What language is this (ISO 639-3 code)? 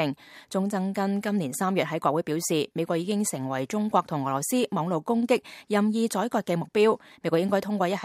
yue